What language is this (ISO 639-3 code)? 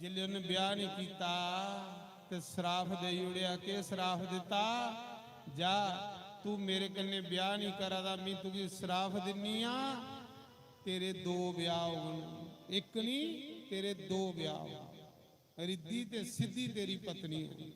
doi